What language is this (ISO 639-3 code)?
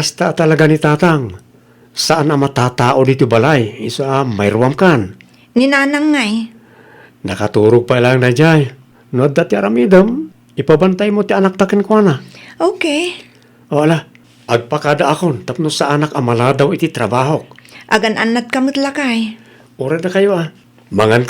ilo